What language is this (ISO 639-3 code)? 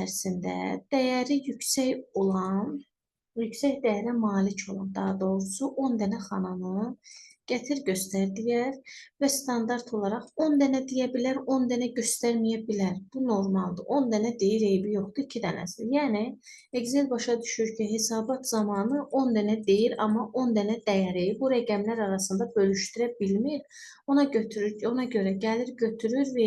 aze